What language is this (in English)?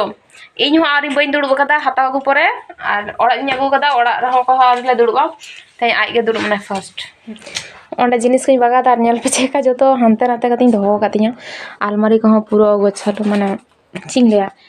Santali